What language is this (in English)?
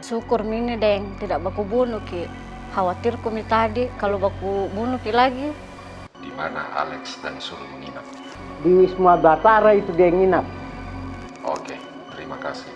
Makassar Malay